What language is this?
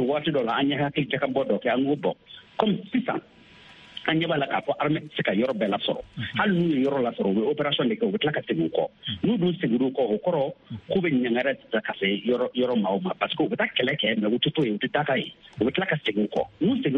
Bambara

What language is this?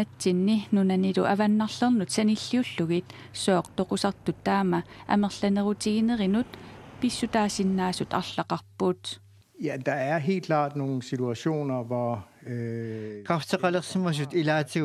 Kalaallisut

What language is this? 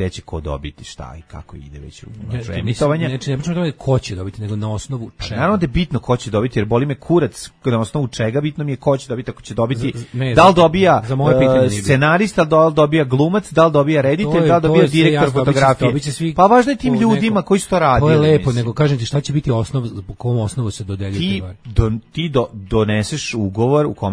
Serbian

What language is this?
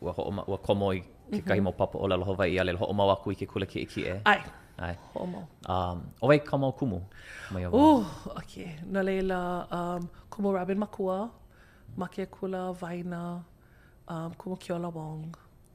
Hawaiian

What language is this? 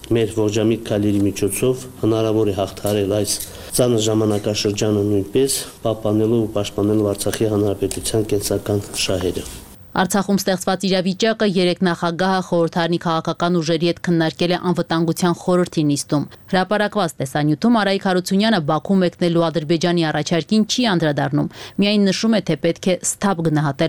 Armenian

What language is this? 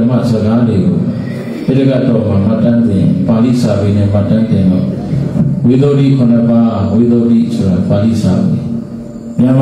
Burmese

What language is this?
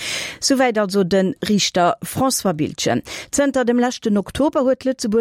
Luxembourgish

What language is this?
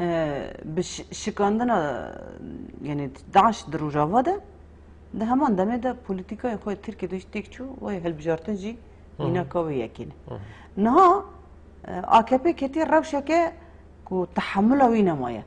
Kurdish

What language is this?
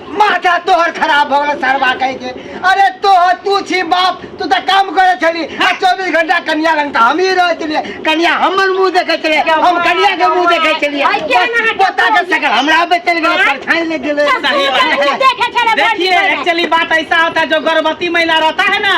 Maithili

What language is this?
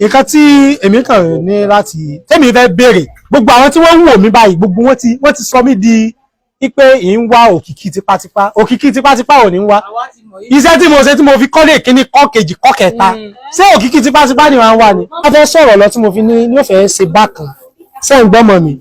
Yoruba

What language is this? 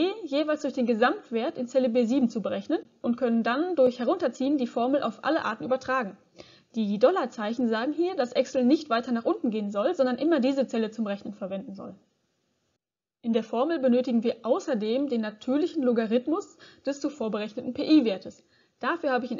German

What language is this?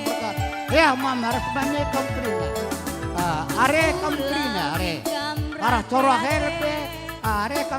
Batak Karo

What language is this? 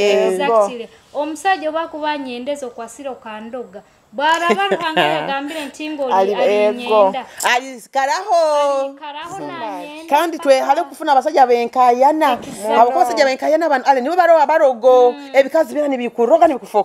Nyoro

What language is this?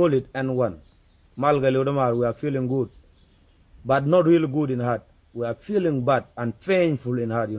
Nuer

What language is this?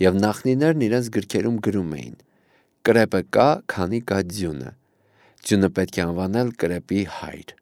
Armenian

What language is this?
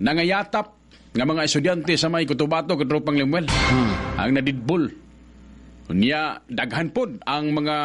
Cebuano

